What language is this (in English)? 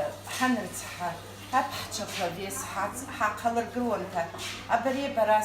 Abkhazian